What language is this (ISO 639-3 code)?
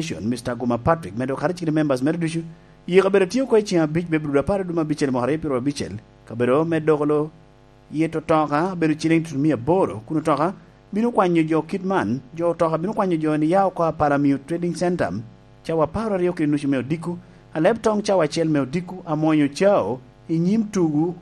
laj